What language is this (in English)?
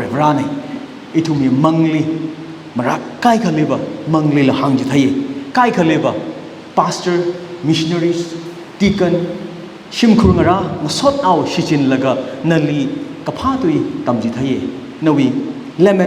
Tangkhul Naga (India)